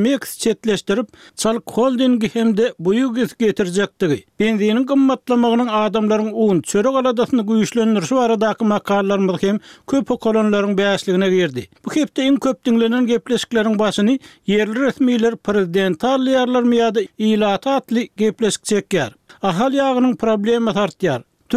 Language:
Turkmen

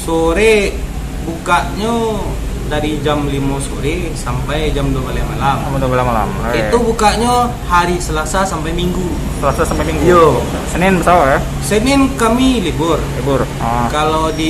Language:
Minangkabau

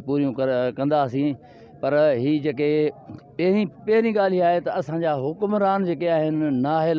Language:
Sindhi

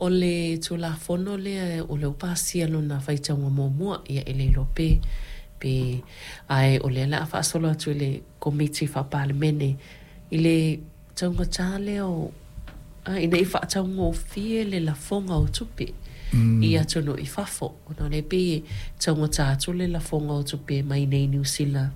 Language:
Samoan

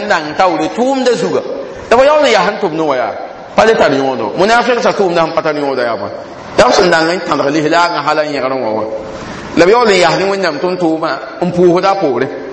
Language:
Mossi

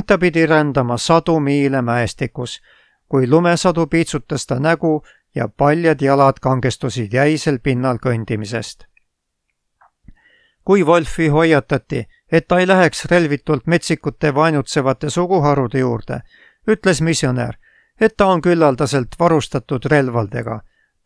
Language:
Estonian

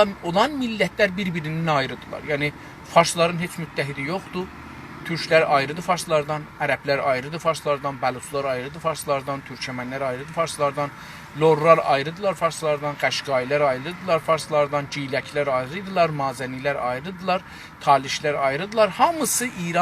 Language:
South Azerbaijani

